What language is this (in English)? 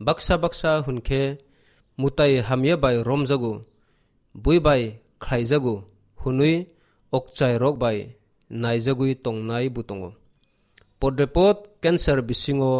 Kok Borok